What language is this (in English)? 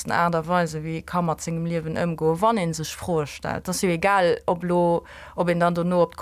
Luxembourgish